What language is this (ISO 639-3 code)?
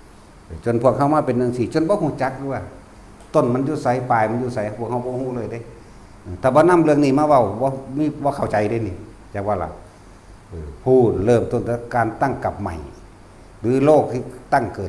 tts